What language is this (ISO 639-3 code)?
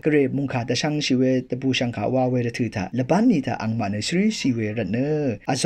raw